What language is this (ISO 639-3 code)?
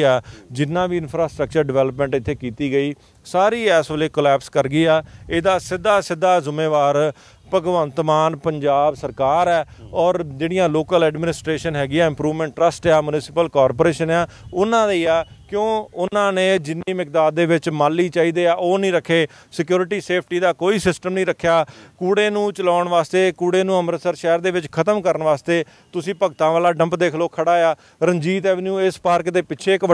pan